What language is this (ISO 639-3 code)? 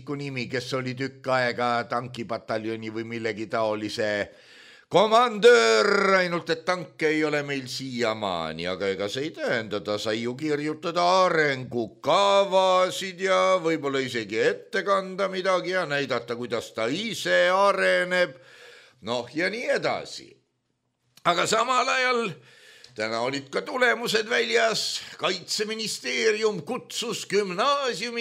est